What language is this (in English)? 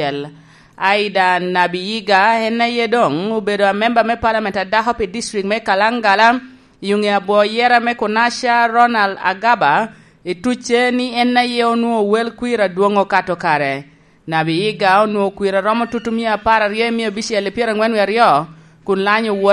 Lango (Uganda)